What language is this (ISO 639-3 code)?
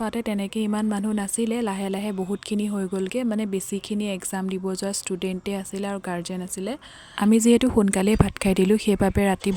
asm